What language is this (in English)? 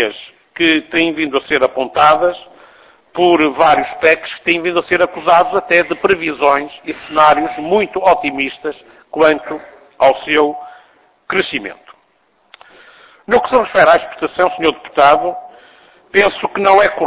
Portuguese